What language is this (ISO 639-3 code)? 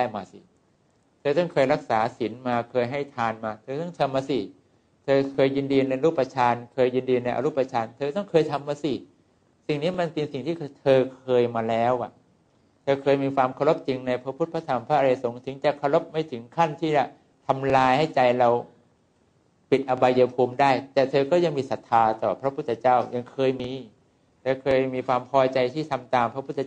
tha